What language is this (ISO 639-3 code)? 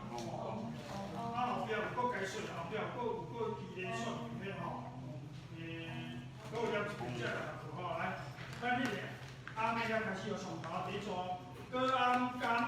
nan